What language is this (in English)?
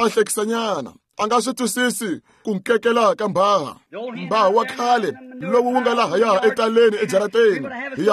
Tsonga